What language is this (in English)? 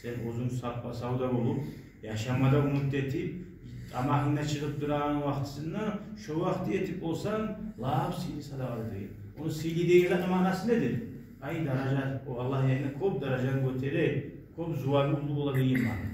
Kumyk